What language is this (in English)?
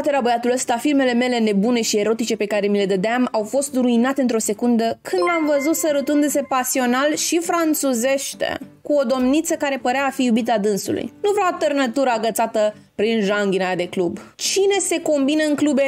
Romanian